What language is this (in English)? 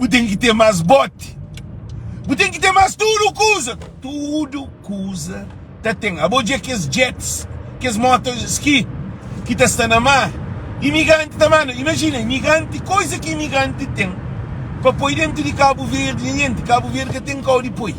Kabuverdianu